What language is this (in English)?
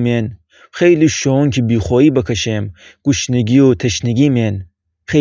Gilaki